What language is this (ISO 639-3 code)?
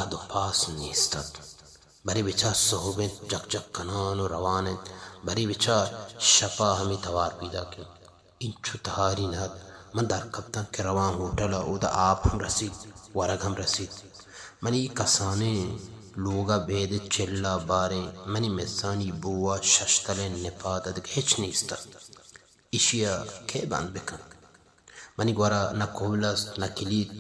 bal